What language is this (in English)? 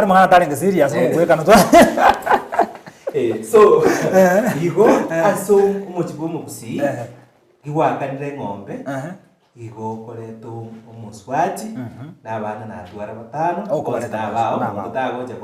Gusii